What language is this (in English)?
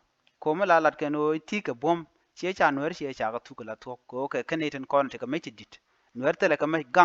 Nuer